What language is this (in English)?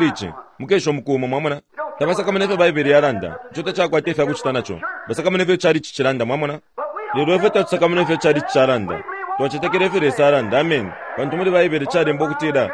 Bemba